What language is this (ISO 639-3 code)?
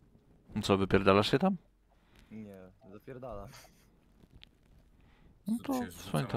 pol